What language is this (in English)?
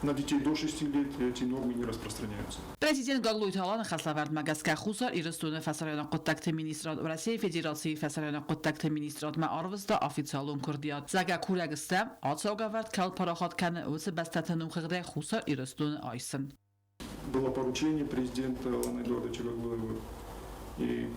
Ossetic